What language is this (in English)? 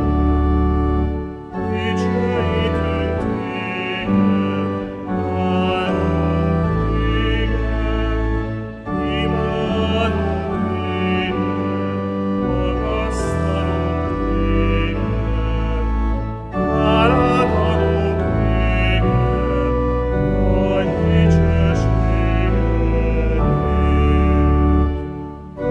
Hungarian